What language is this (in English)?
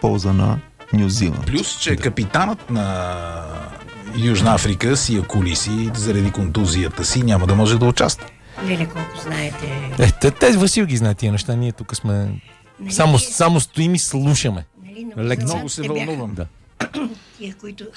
Bulgarian